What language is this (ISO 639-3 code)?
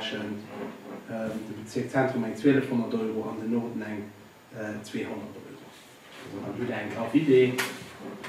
ltz